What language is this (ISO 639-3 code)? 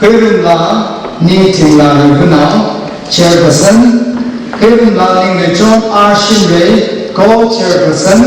nmf